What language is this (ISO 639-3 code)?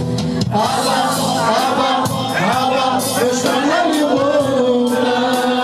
bul